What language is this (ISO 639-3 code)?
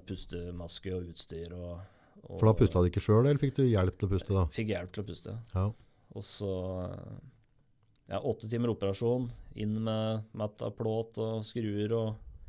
nor